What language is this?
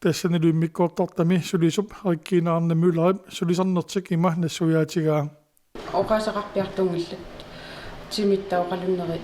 Kalaallisut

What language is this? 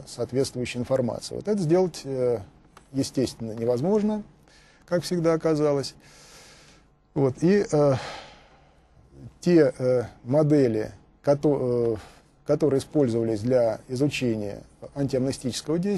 Russian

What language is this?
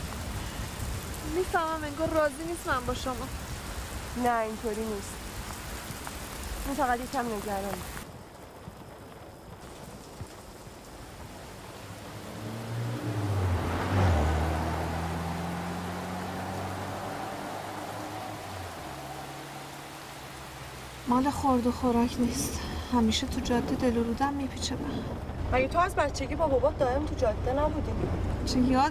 Persian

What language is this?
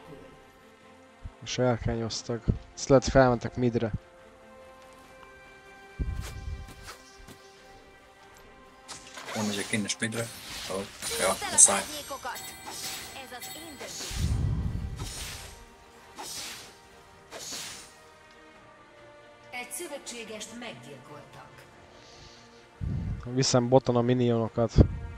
Hungarian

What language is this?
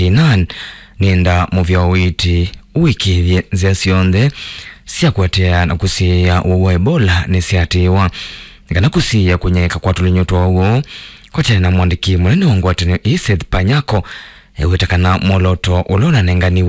Kamba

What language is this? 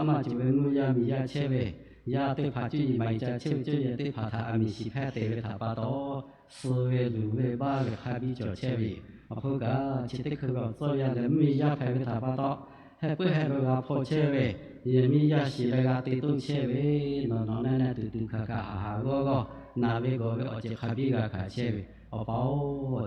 Lahu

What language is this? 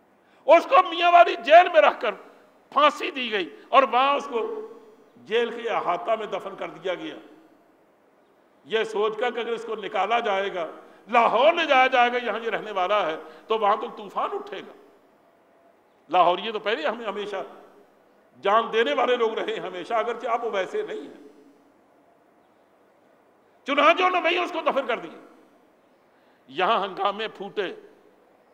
Urdu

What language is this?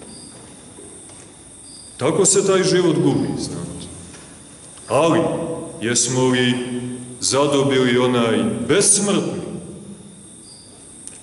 Serbian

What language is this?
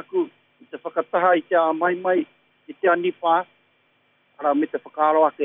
Māori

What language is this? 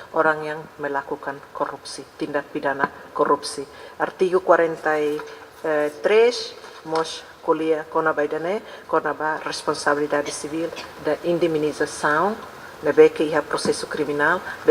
Tetum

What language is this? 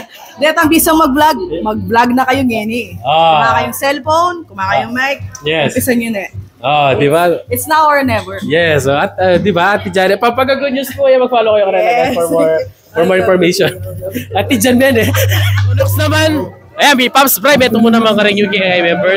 Pampanga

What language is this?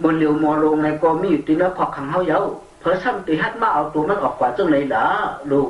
Shan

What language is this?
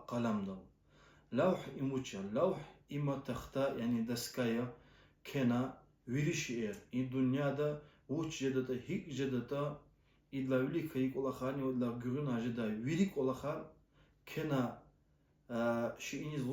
Lezghian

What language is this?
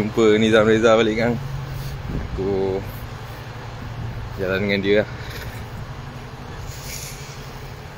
Malay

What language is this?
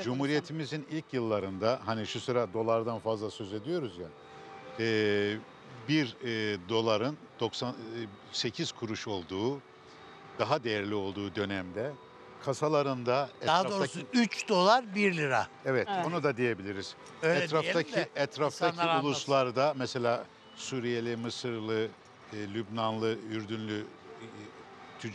Turkish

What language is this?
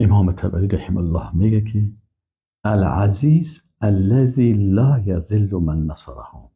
Persian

